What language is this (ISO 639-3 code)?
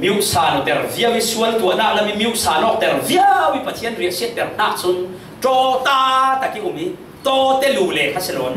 cfm